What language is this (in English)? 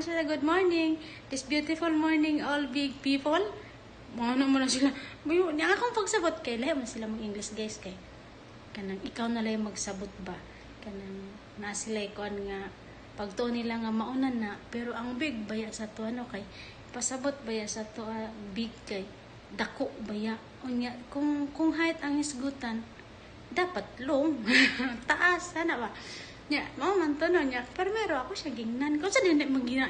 Cebuano